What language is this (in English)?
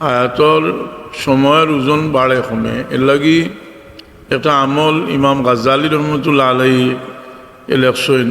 Sylheti